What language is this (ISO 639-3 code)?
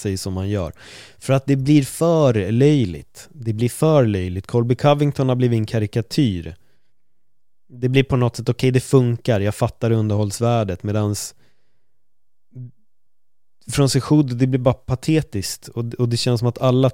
swe